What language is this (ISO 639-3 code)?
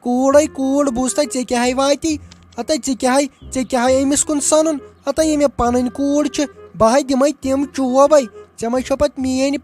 kas